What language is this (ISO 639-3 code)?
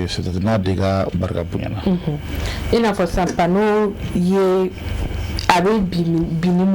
bam